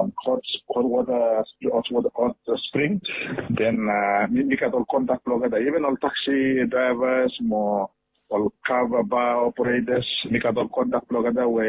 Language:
Bislama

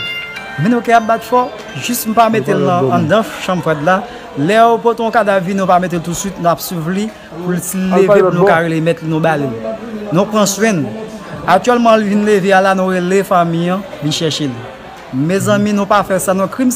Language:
Haitian Creole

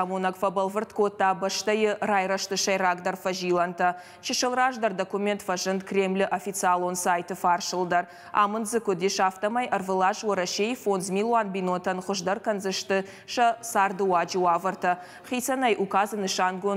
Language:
Ossetic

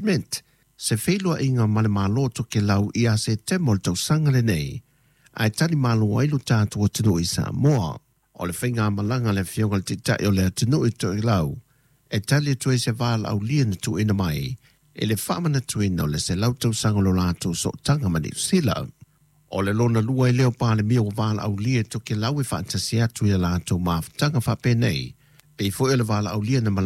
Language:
Samoan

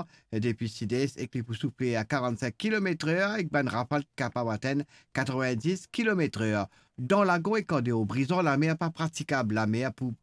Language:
Morisyen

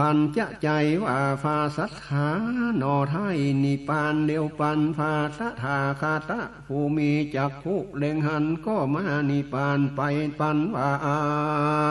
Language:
Northern Thai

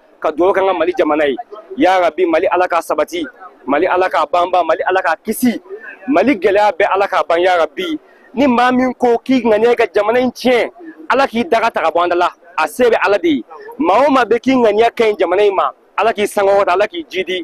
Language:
Bambara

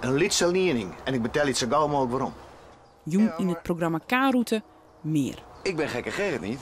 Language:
Western Frisian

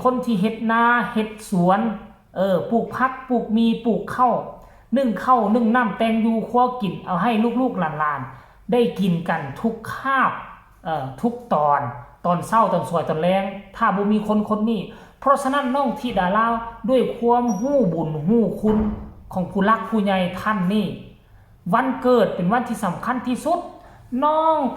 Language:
Northeastern Thai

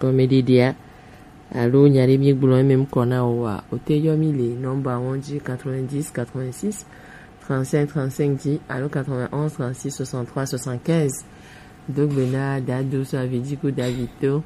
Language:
Gen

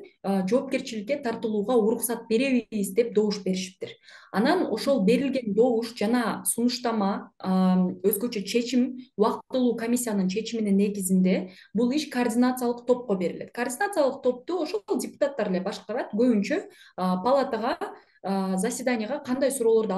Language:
Kyrgyz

